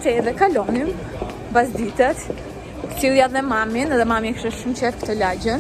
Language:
Albanian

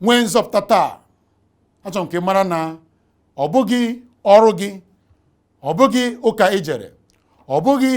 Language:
Igbo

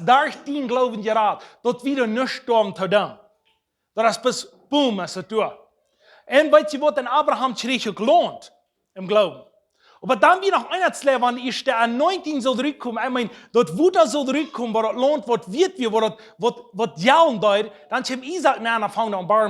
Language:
Plautdietsch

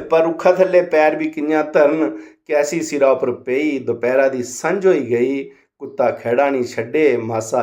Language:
Dogri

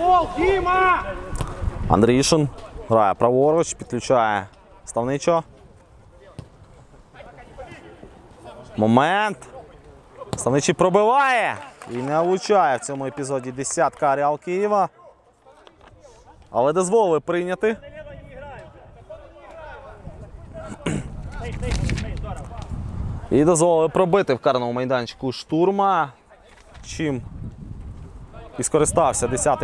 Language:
Ukrainian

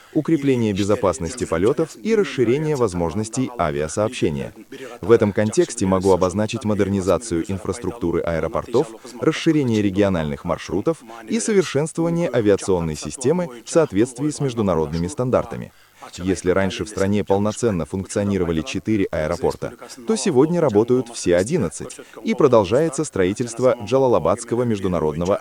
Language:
Russian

